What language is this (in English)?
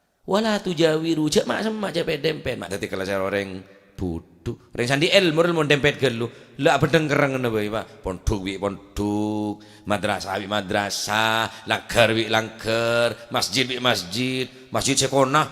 Madurese